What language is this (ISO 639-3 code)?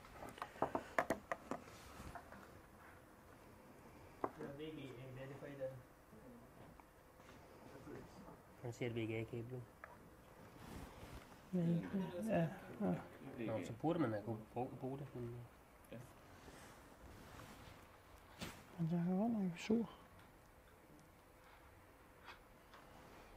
dan